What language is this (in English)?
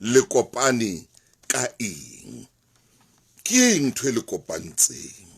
Southern Sotho